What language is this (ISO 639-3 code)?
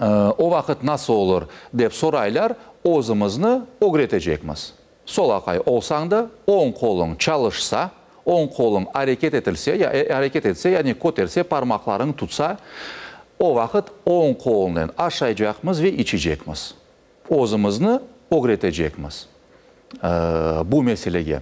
crh